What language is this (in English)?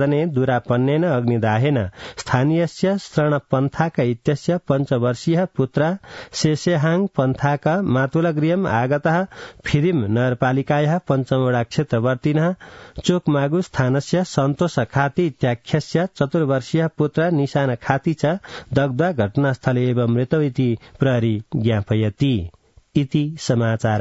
Sanskrit